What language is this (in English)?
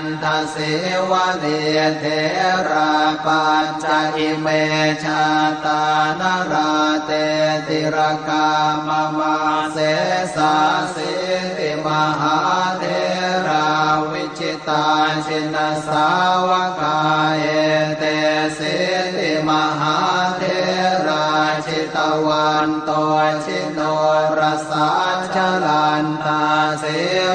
Pali